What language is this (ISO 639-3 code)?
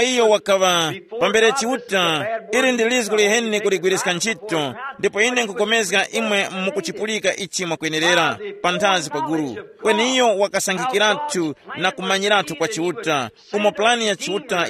tum